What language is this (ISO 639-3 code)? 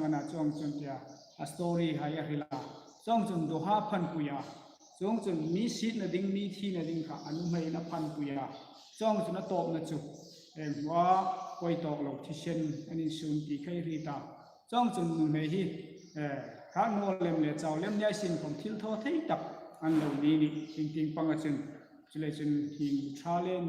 hmr